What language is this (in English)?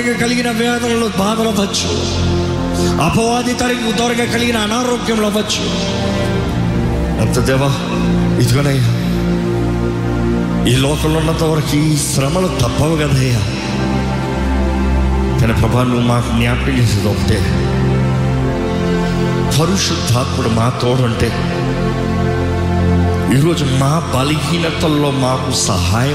Telugu